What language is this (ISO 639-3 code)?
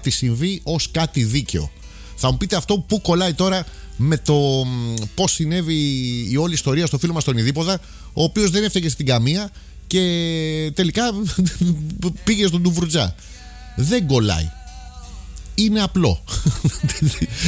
ell